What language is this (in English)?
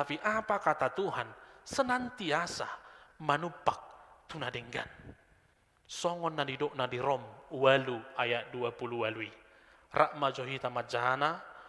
Batak Toba